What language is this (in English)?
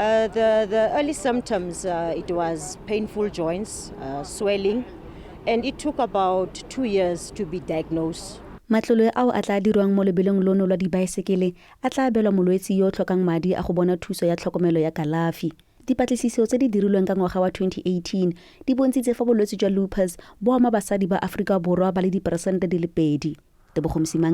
Tswana